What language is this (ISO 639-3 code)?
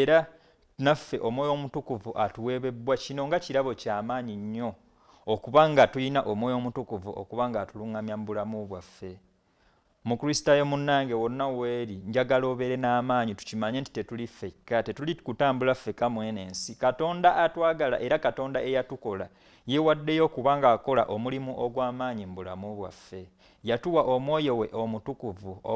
lug